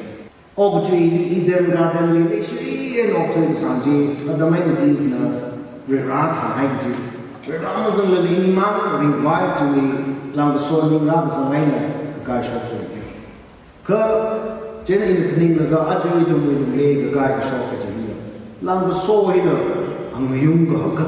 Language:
Tangkhul Naga (India)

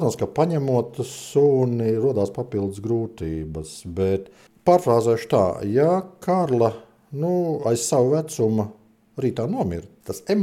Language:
Latvian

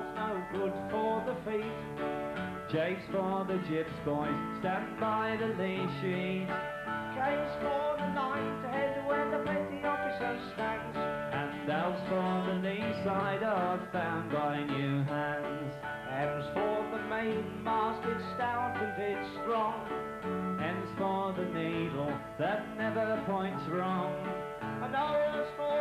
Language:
English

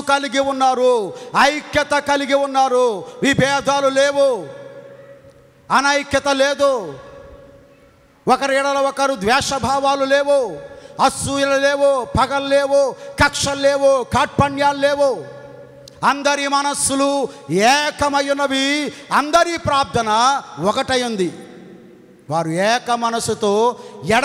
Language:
Telugu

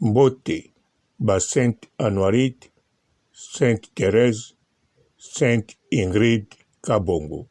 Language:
Lingala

